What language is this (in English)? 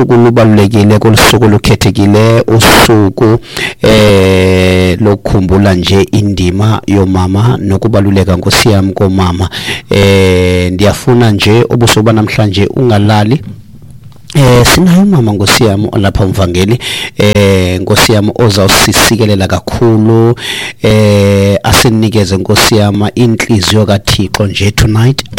Xhosa